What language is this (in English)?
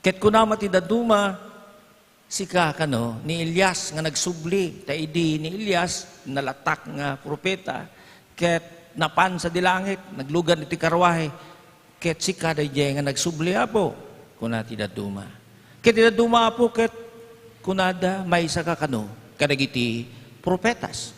Iloko